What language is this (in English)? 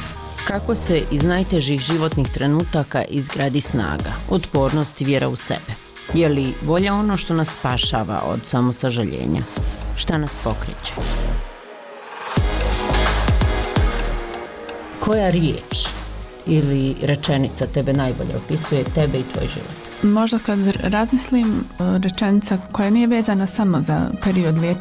Bosnian